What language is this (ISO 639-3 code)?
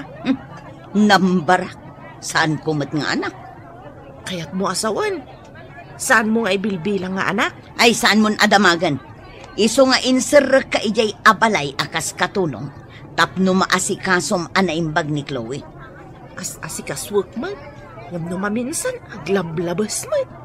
ilo